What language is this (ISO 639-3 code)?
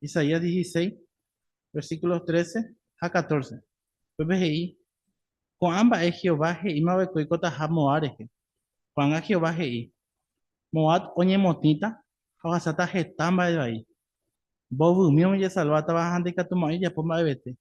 grn